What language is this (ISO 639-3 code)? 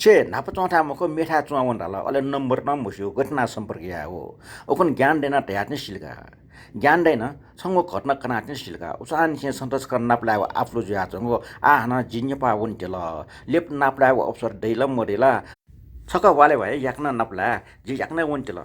new